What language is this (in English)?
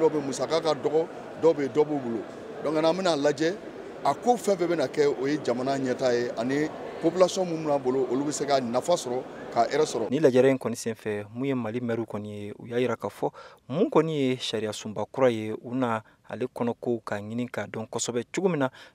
Bambara